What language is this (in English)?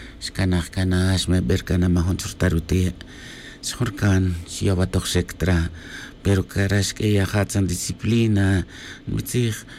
Tz'utujil